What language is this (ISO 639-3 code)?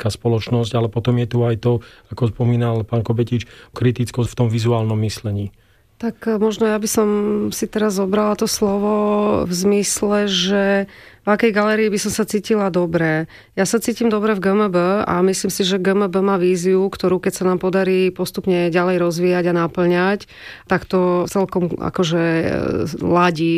slk